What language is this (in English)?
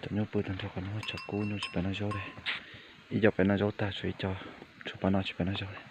Hmong